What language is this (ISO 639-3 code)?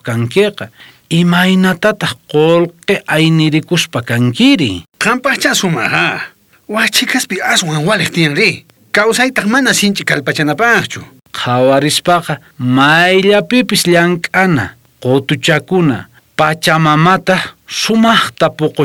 quh